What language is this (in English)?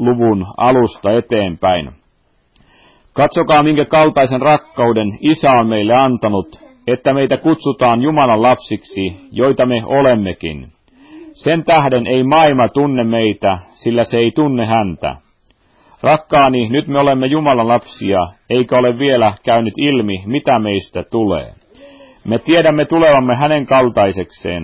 Finnish